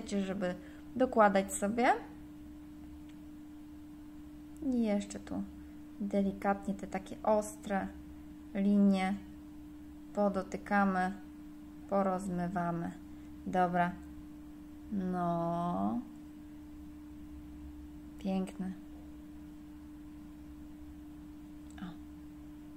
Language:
Polish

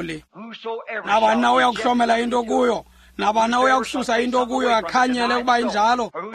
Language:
Xhosa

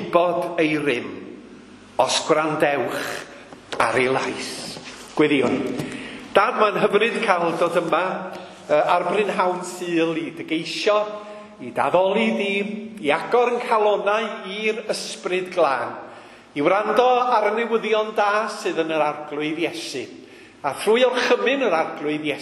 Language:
Welsh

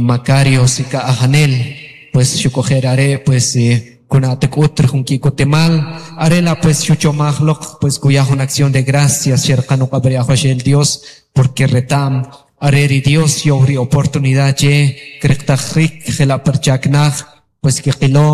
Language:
Kʼicheʼ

